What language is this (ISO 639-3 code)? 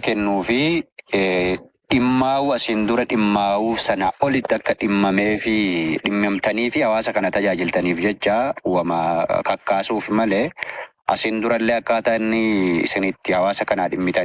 orm